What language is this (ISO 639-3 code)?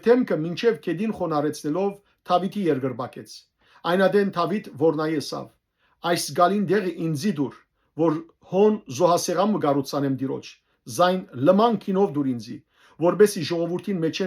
hyw